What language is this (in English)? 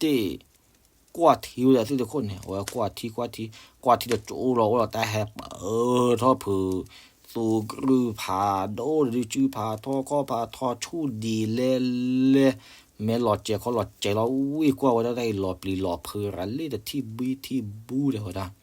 S'gaw Karen